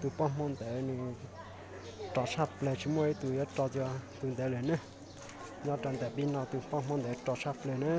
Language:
Hmong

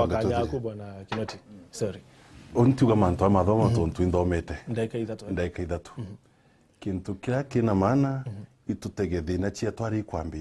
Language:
Meru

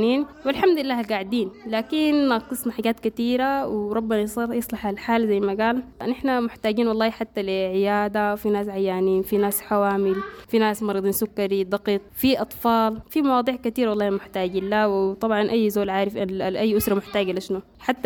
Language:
Sudanese Arabic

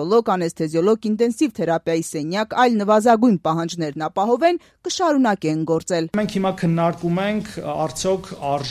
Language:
Armenian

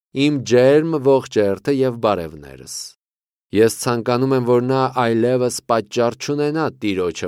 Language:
Armenian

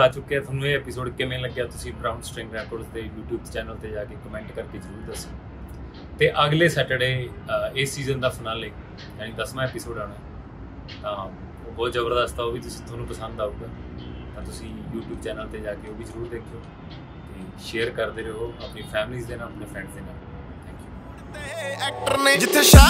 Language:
Punjabi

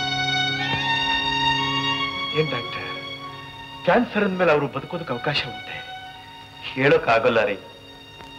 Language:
Kannada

